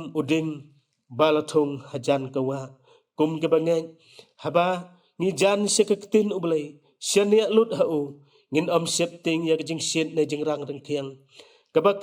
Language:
Khasi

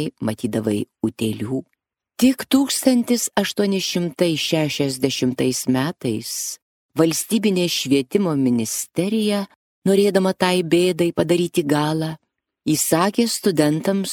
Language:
Lithuanian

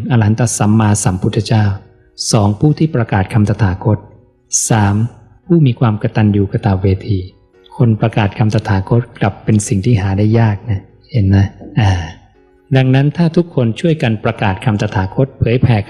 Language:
Lao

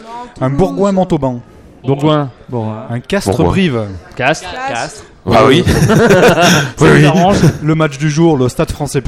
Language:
French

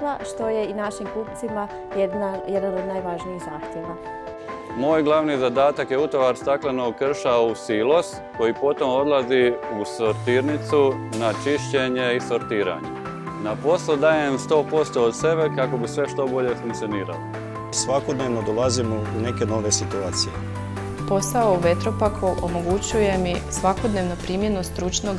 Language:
Croatian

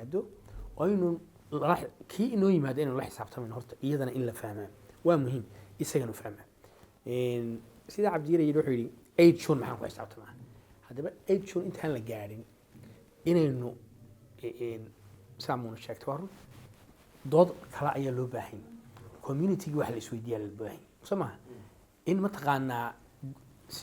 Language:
Somali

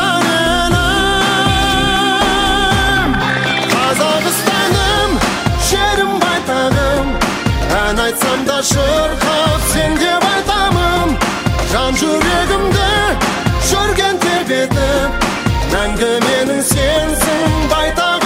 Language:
Kazakh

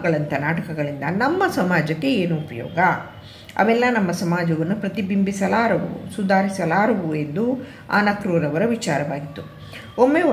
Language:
Kannada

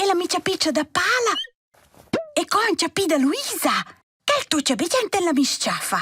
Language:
Romansh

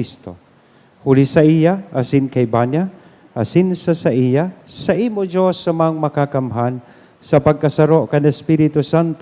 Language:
Bikol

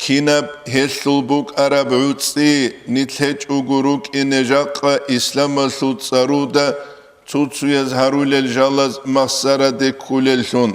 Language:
Avaric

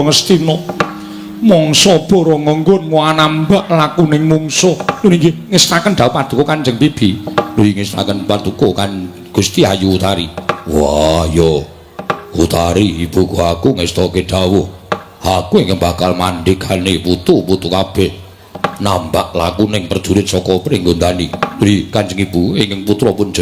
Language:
Javanese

